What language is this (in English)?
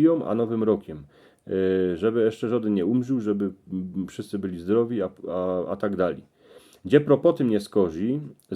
Silesian